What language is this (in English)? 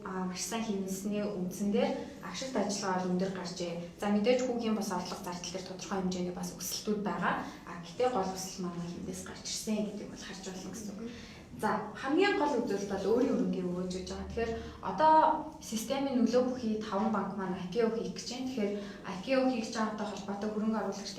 Mongolian